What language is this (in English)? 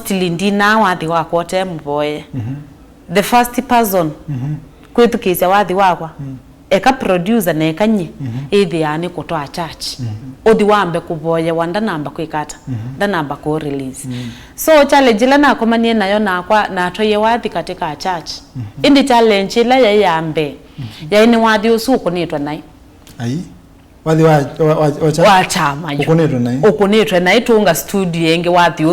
Kamba